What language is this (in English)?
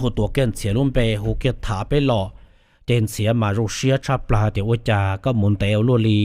Hmong